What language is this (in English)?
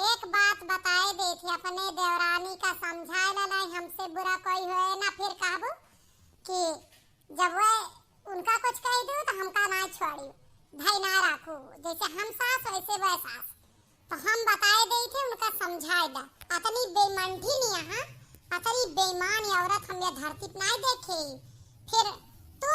Awadhi